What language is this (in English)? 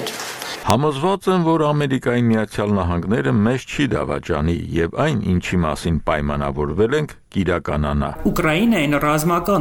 Armenian